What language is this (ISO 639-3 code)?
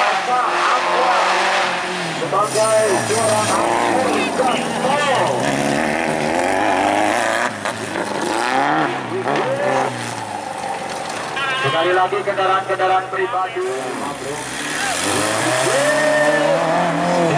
ind